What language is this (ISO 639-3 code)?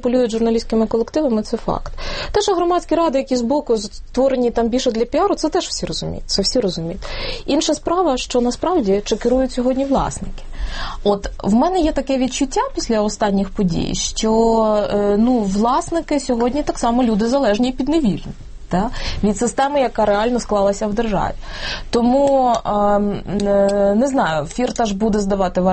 ukr